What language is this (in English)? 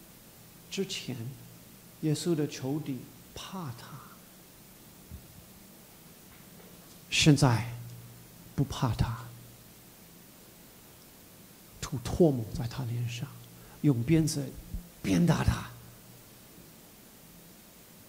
Chinese